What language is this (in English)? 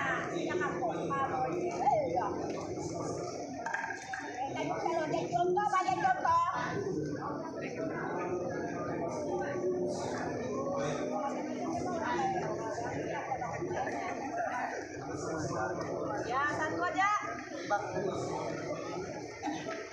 Indonesian